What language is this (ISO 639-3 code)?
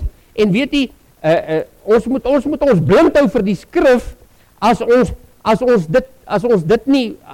afr